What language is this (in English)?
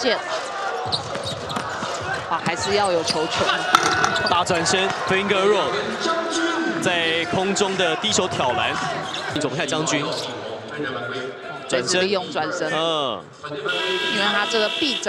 Chinese